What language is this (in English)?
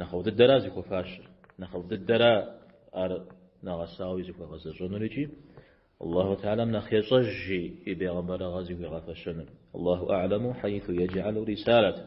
Kabardian